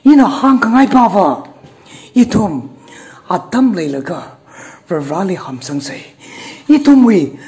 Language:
Tangkhul Naga (India)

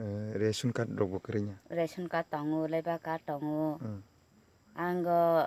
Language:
Kok Borok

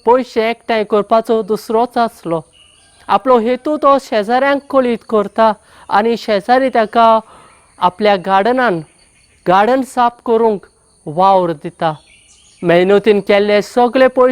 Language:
Konkani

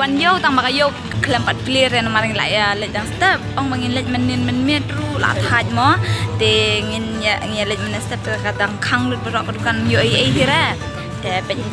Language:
Khasi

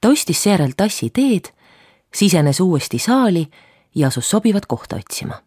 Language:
Estonian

